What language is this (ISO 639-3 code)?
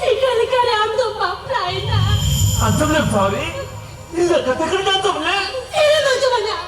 sat